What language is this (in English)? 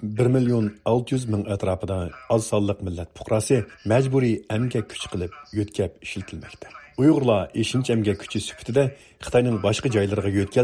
Uyghur